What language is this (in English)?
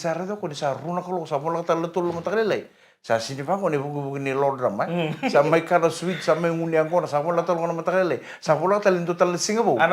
Fijian